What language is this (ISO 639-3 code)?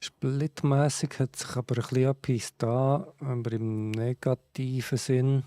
gsw